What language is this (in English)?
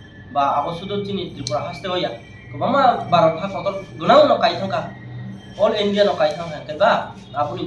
Kok Borok